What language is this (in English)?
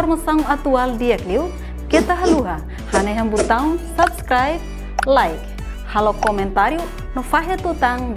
Tetum